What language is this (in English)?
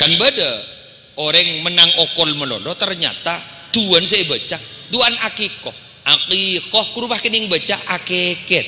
Madurese